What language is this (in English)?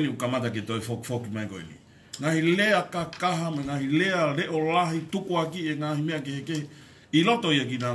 Tongan